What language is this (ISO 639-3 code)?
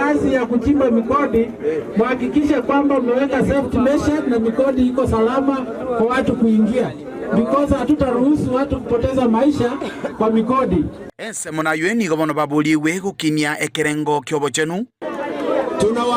guz